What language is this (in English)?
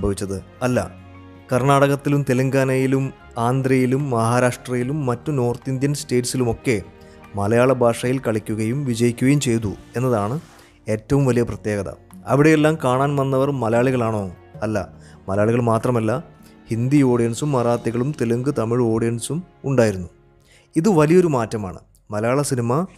Malayalam